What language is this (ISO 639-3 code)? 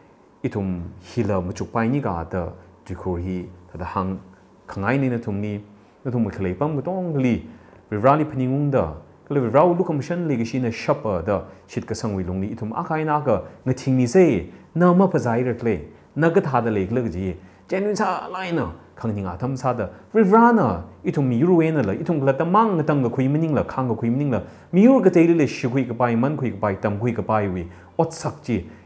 nmf